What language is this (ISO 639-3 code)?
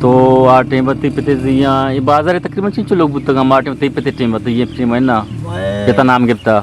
bgp